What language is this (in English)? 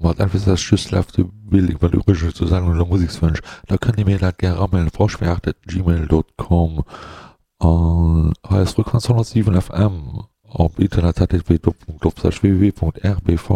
Luxembourgish